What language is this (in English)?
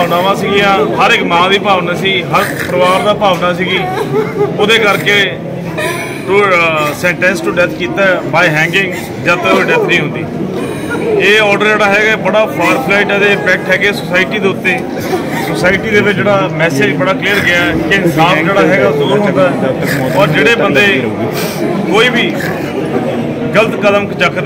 Punjabi